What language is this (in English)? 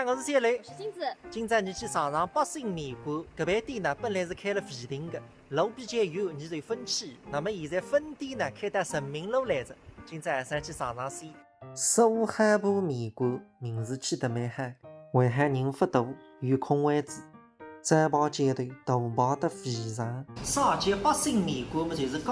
Wu Chinese